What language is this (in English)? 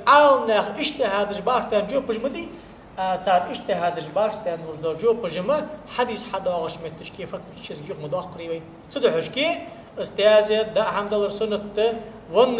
Ingush